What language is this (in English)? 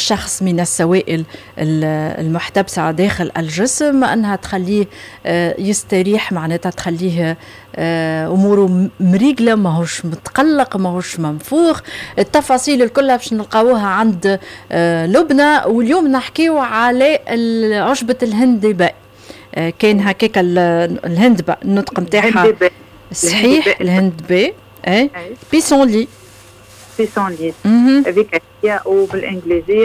Tunisian Arabic